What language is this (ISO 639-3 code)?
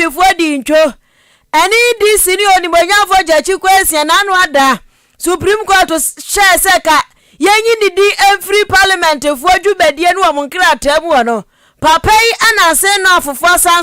aka